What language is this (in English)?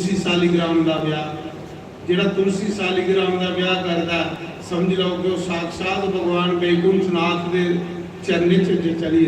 Dogri